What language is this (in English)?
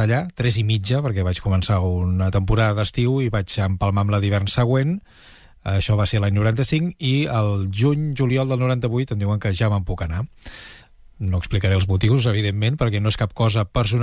Catalan